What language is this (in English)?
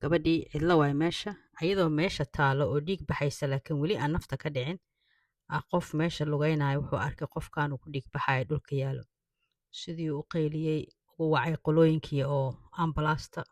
Somali